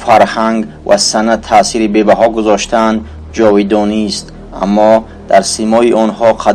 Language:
Tajik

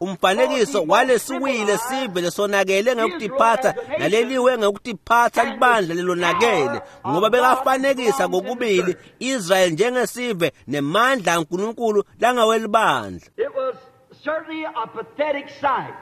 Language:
Swati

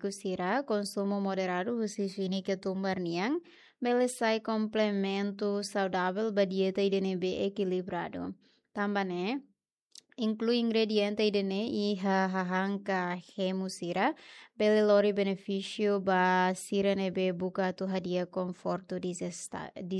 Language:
Tetum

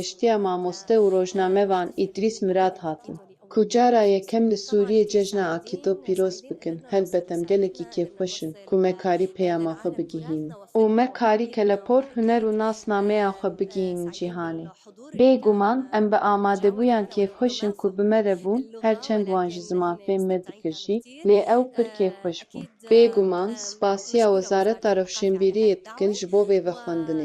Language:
Kurdish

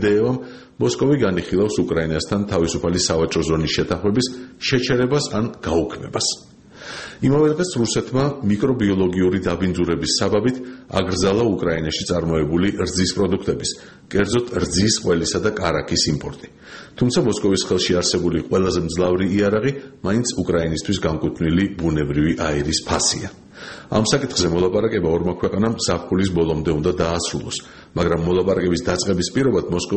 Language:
Georgian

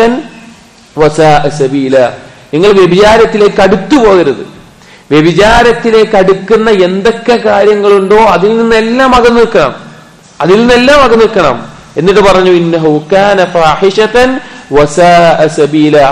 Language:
Malayalam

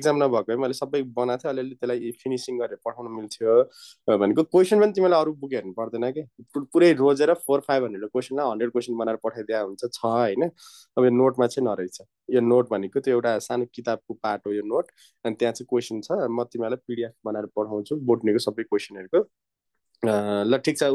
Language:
Nepali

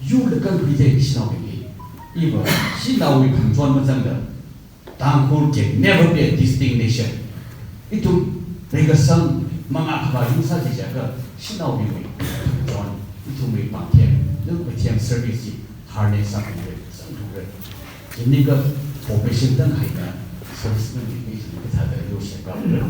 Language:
Tangkhul Naga (India)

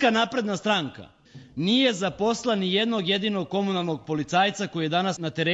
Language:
Serbian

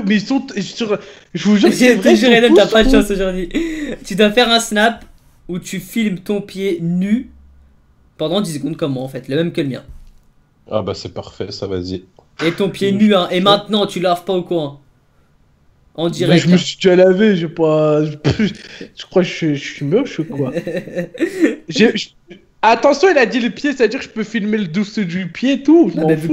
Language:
French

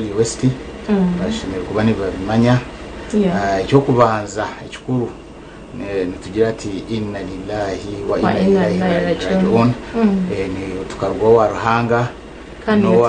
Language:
Nyankole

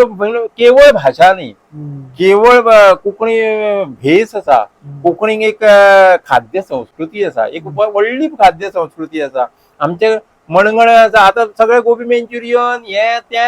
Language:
Konkani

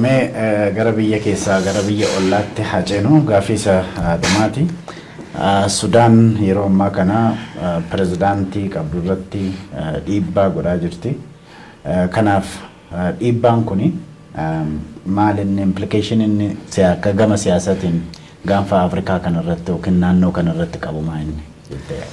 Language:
Oromo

